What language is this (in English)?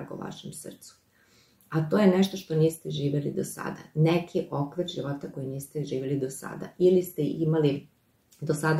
Serbian